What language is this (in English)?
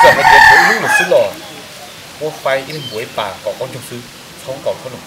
Hmong